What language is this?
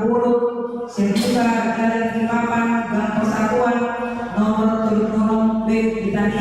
Batak Toba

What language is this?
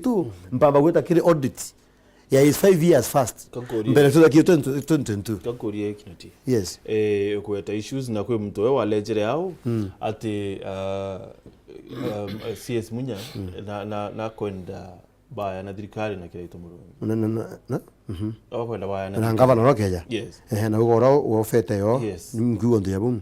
Meru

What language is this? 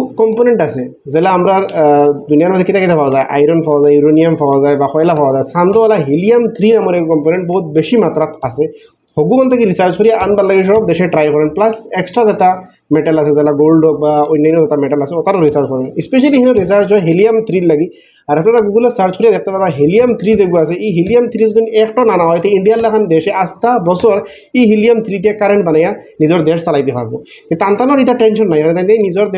Sylheti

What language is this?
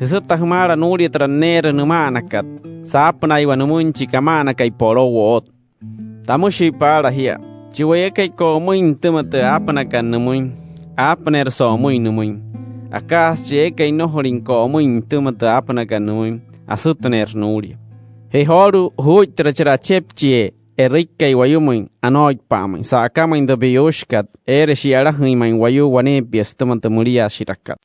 Wayuu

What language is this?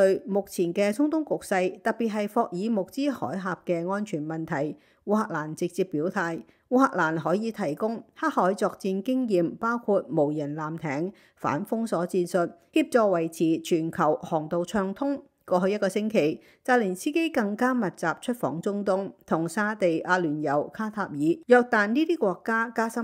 Cantonese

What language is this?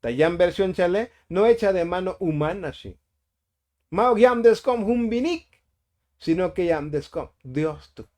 Tzotzil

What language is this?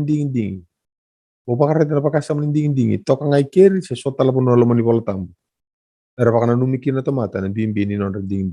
Fijian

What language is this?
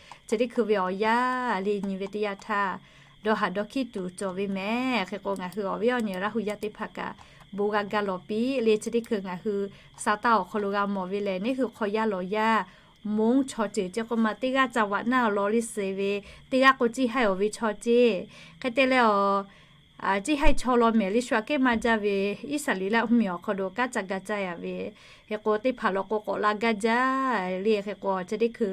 Lahu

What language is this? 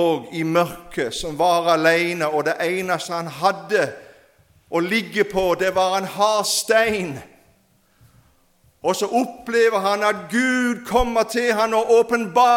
Norwegian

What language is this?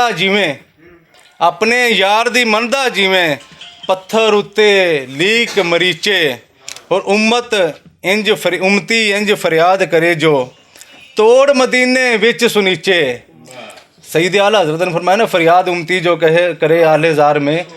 Western Panjabi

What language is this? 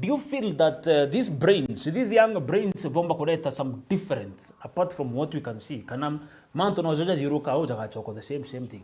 Meru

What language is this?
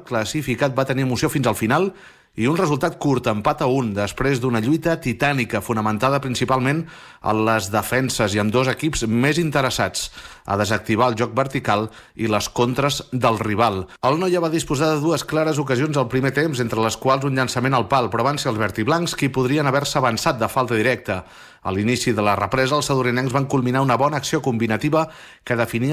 Catalan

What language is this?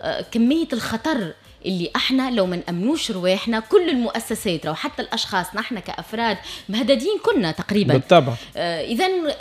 Tunisian Arabic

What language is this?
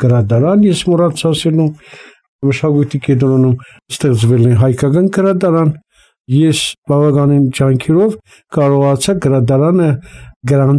Armenian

